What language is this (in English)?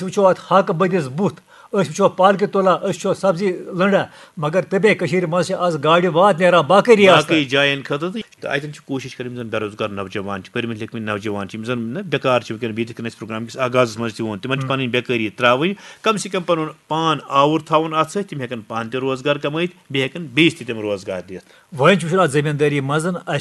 Kashmiri